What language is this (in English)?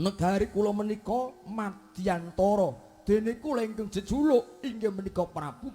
Javanese